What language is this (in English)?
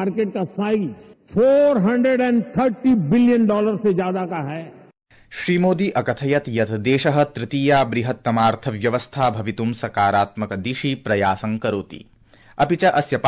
Sanskrit